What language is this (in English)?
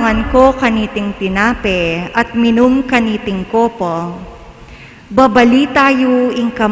Pampanga